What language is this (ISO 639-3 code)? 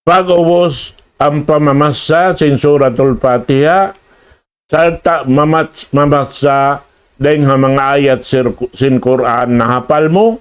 tsg